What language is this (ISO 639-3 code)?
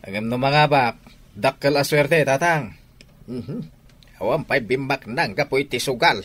ilo